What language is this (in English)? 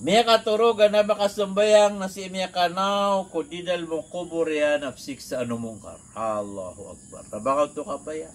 Maranao